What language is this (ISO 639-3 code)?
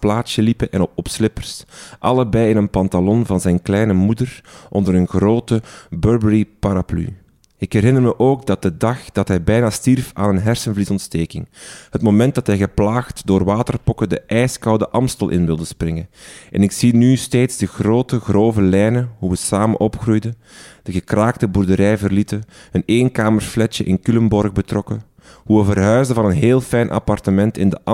nld